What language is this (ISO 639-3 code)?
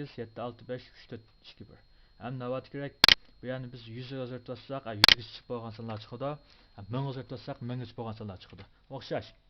uig